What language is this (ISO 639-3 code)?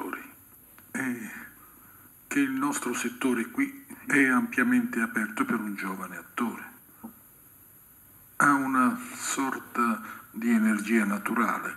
ita